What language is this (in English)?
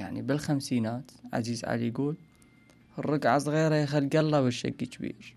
Mesopotamian Arabic